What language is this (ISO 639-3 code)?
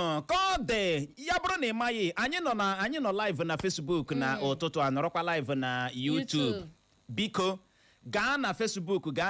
ibo